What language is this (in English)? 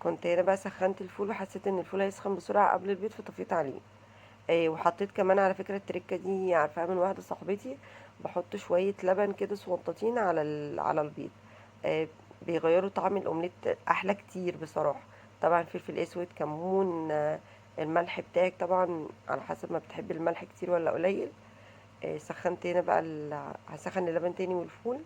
Egyptian Arabic